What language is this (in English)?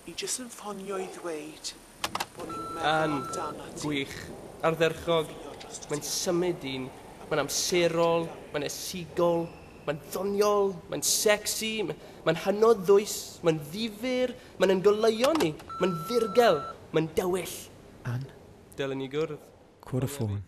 Welsh